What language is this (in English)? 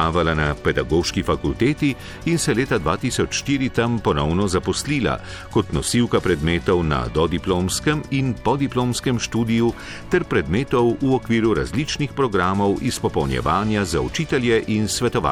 Slovenian